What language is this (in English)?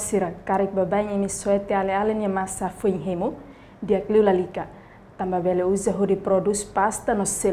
Tetum